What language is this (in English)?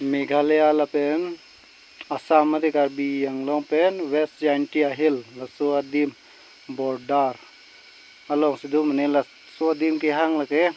Karbi